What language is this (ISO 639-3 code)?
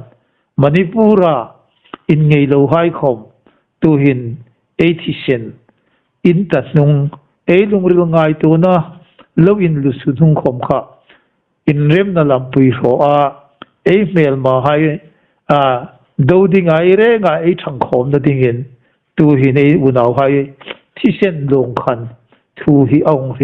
hmr